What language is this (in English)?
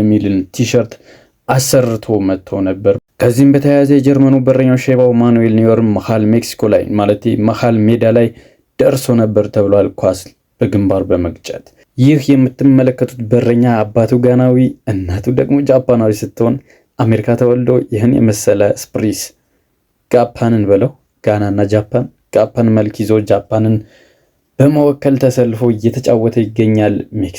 Amharic